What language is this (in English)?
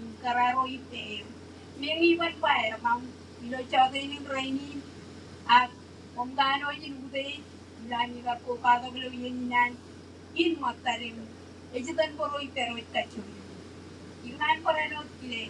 Marshallese